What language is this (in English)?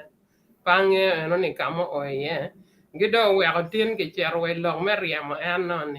Acoli